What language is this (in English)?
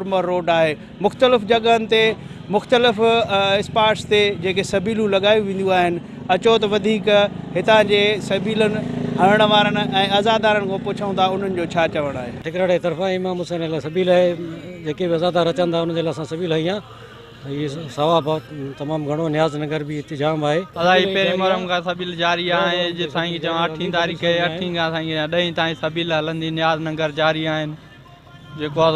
Sindhi